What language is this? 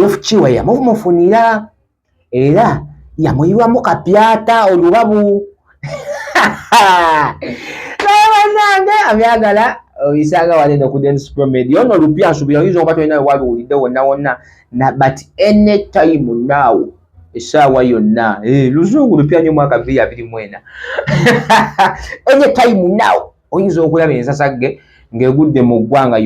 Ganda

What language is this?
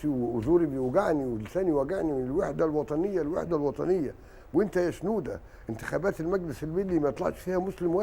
Egyptian Arabic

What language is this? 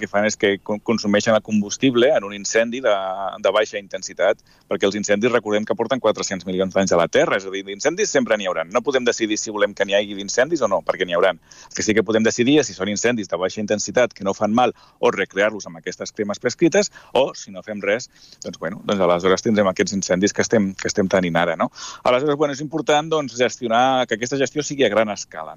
Catalan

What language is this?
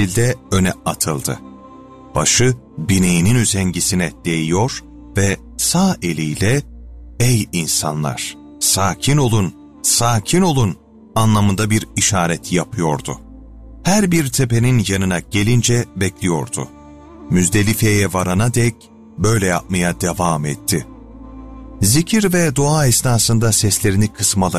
Turkish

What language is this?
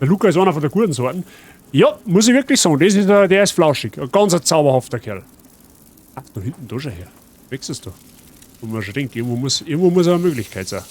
Bavarian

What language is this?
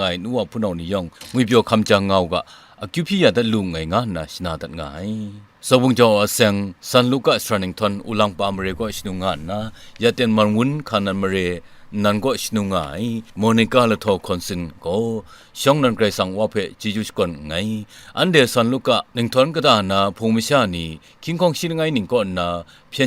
Kachin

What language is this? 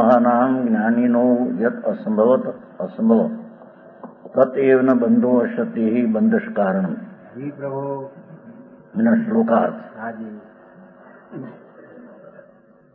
Gujarati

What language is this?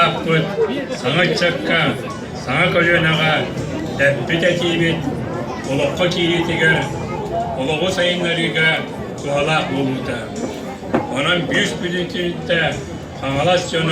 Yakut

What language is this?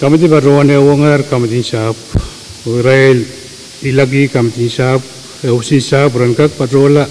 Pohnpeian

